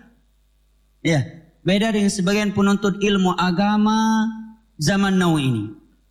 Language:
Indonesian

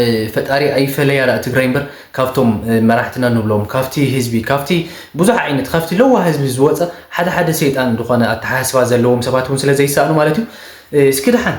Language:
Tigrinya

